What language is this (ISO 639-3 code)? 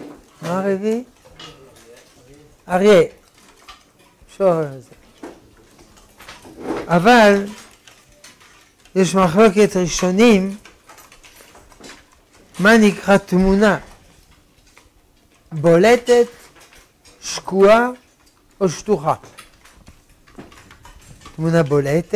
heb